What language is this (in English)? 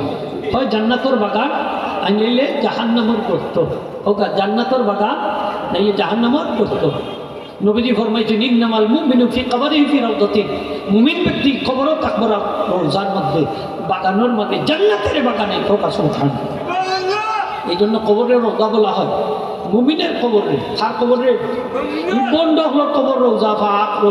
Sylheti